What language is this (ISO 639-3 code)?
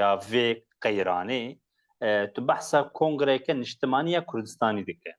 kur